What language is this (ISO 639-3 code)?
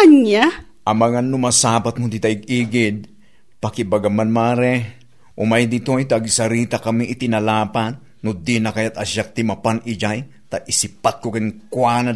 ilo